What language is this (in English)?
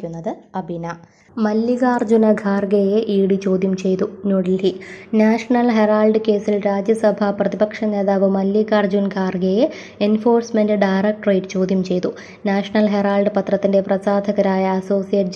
Malayalam